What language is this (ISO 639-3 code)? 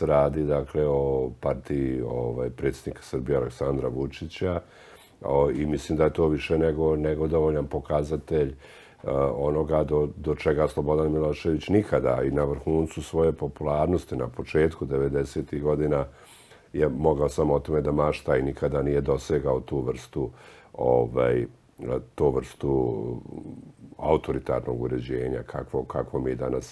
srp